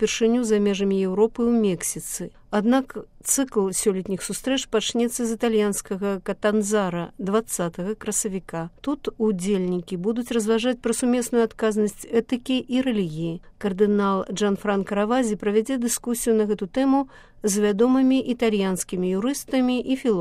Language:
Belarusian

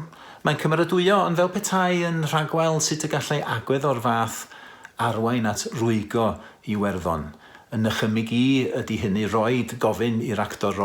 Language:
Welsh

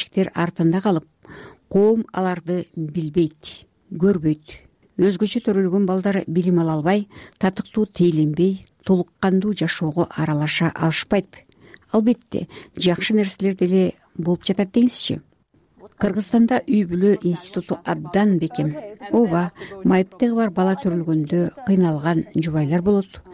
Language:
Kyrgyz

